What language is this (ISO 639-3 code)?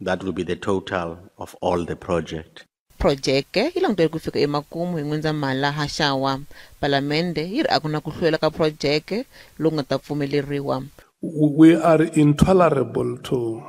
tso